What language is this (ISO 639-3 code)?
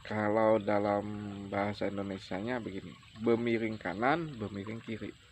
bjn